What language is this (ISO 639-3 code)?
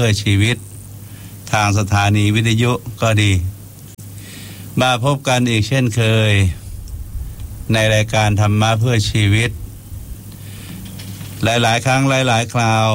tha